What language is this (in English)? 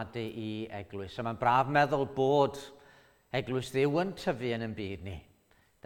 Welsh